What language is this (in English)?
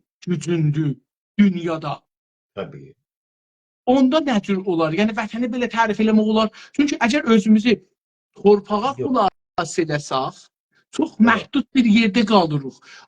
South Azerbaijani